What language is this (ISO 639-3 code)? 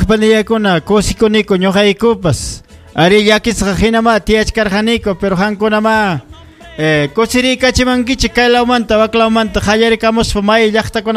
quy